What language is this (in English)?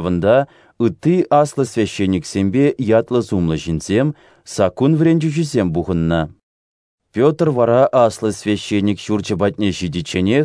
Chuvash